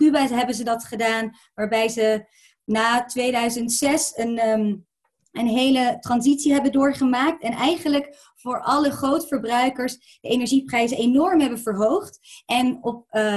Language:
Dutch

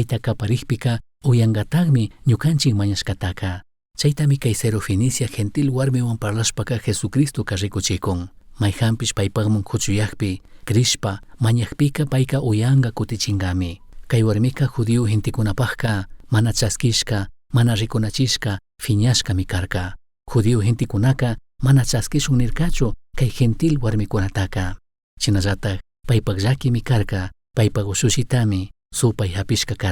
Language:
Chimborazo Highland Quichua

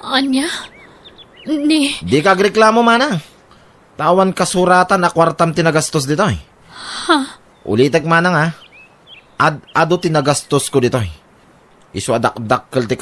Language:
Iloko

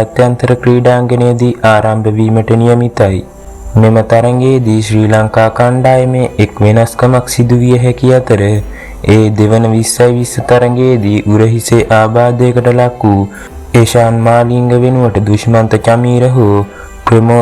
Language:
Sinhala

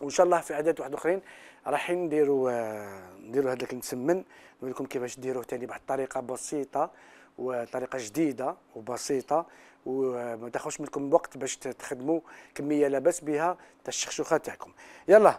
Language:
Algerian Arabic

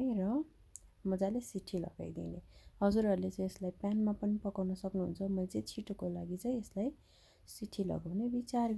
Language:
Nepali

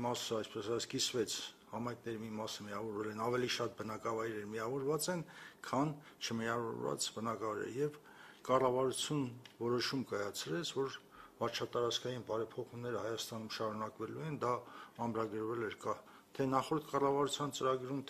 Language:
Armenian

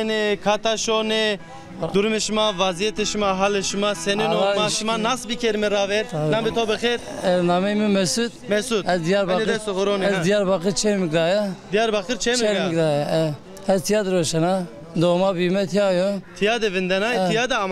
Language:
Zaza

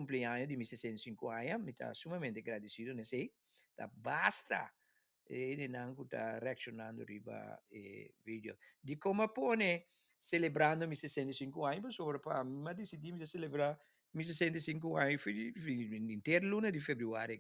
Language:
Papiamento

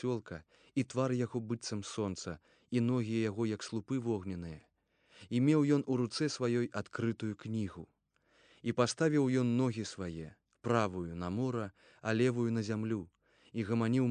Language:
Belarusian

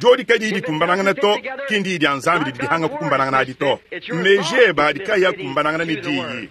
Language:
Luba-Lulua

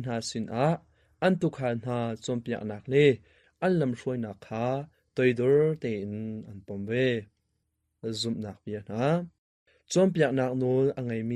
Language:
Hakha Chin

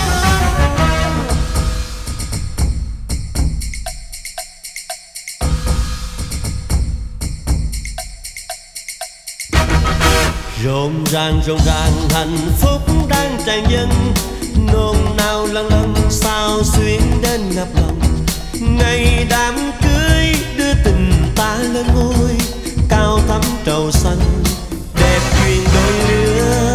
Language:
Vietnamese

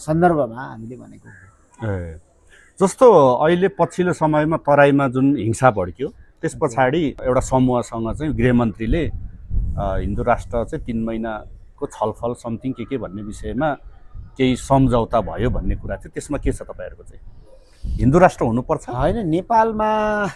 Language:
Nepali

